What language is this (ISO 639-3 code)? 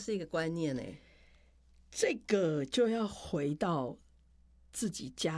zho